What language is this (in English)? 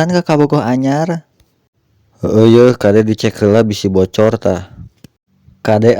Sundanese